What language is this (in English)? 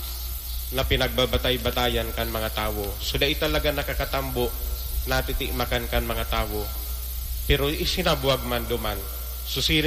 Bikol